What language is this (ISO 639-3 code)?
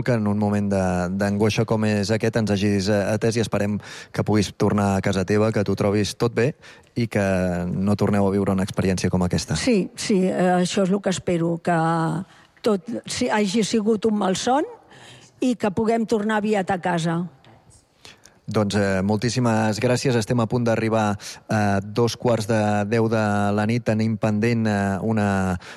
cat